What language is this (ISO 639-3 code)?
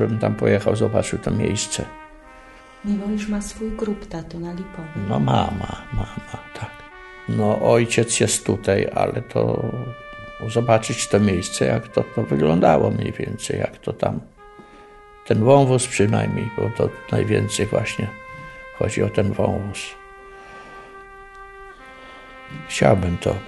pol